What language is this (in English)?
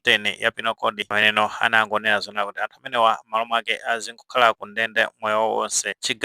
Nyanja